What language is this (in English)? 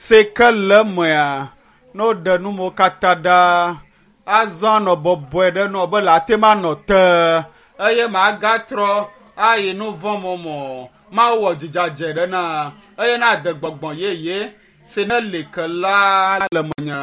Ewe